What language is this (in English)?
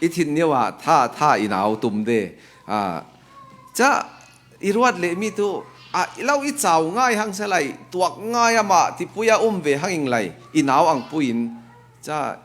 Falam Chin